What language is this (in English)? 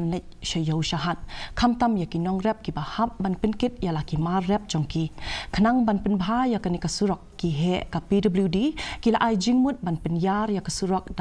Khasi